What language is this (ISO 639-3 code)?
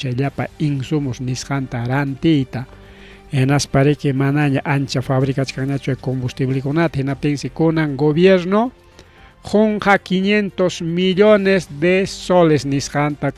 quy